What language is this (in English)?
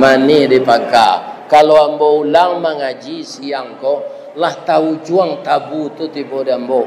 Minangkabau